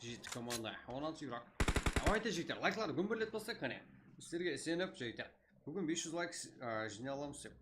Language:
Kara-Kalpak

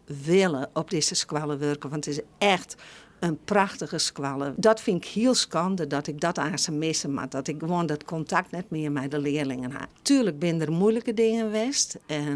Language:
Western Frisian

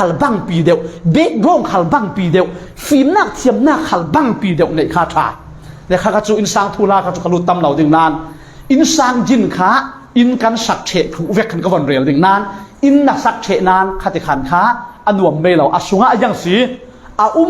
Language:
Falam Chin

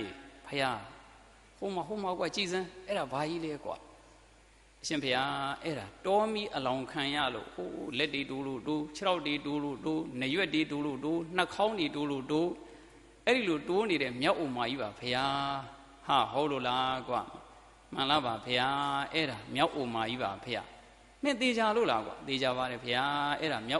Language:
Burmese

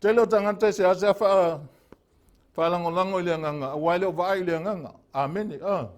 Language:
Samoan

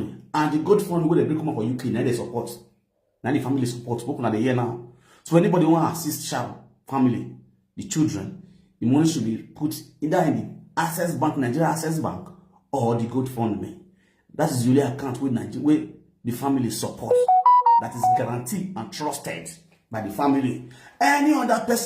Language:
Nigerian Pidgin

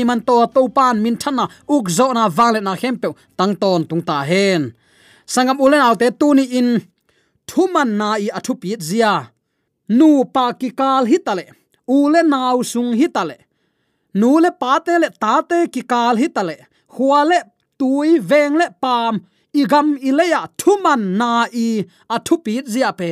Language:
Tedim Chin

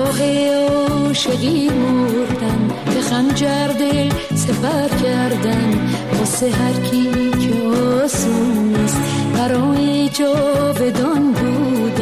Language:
Persian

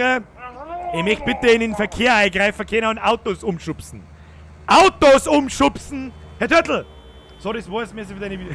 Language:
Bavarian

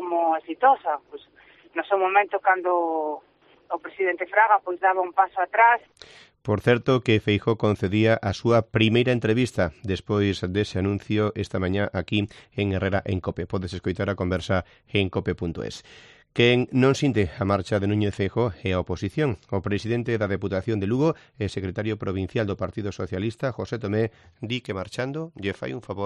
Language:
Galician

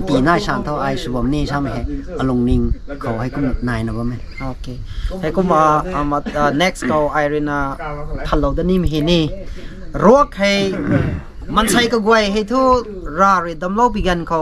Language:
Rongmei Naga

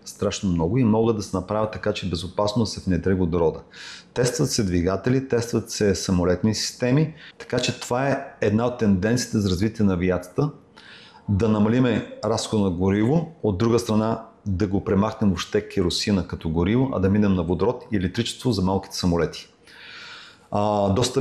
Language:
Bulgarian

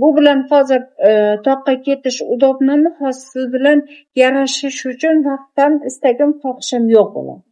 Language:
Uzbek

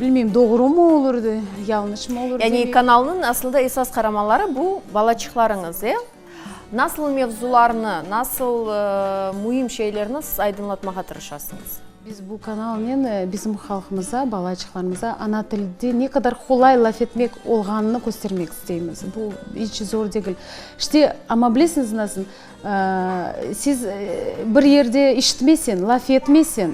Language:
Crimean Tatar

